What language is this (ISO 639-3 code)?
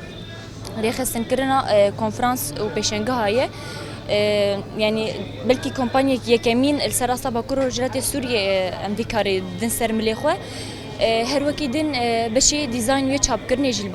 kur